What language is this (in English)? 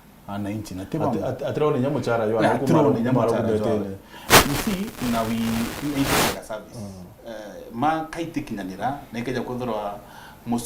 Meru